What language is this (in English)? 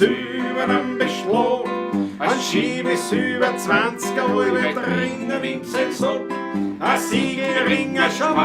Bavarian